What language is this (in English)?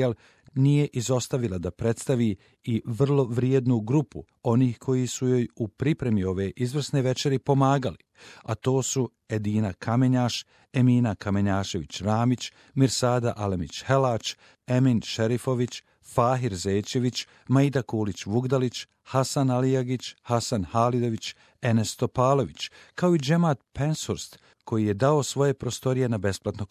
Bosnian